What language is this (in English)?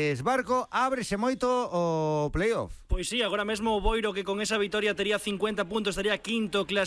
Galician